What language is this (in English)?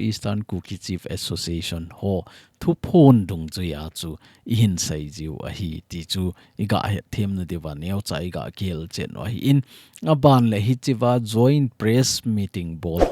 Thado Chin